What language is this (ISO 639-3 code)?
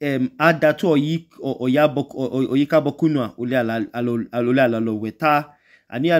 idu